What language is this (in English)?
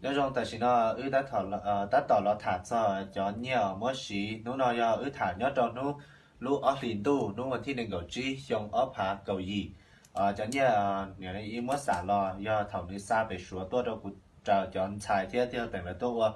Hmong